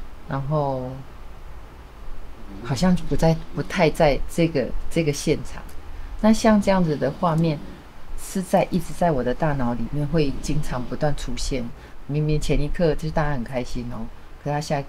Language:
Chinese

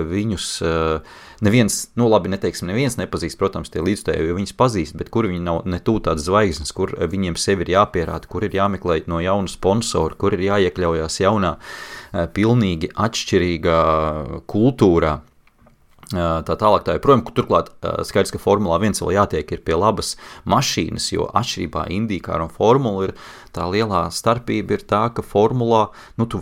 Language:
Latvian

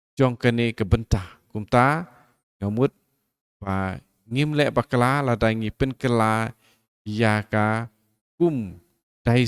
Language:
Khasi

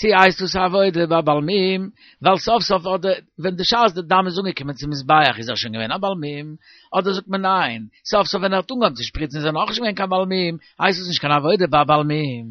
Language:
Yiddish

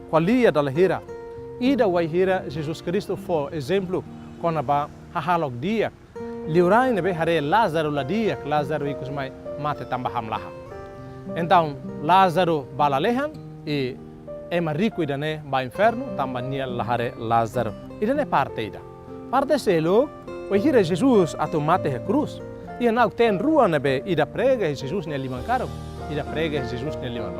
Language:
Tetum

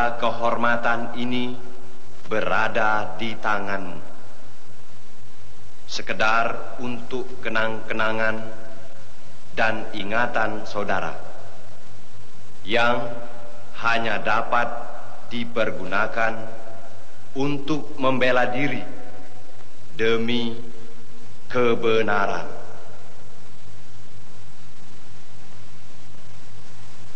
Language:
Indonesian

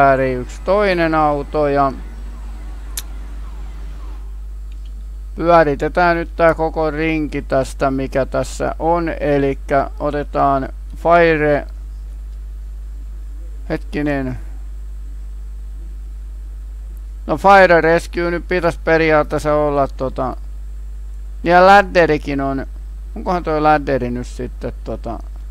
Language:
Finnish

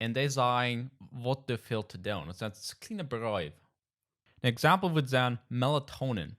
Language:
Plautdietsch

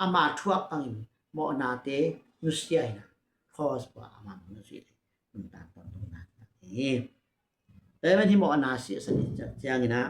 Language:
Tedim Chin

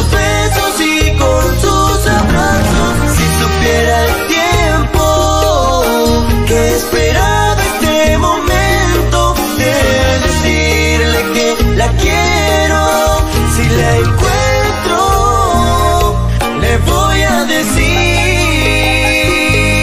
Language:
Spanish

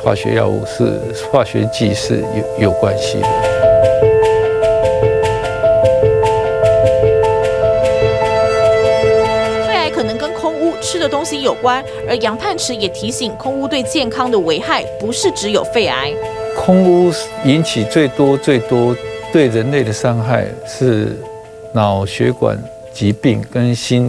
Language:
Chinese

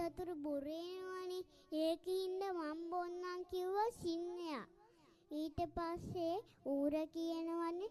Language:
Sinhala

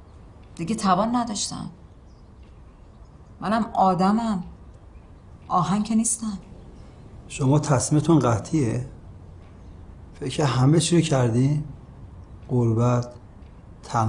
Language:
Persian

